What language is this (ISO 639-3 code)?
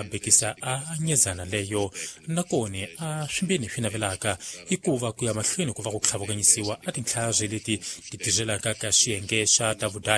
tso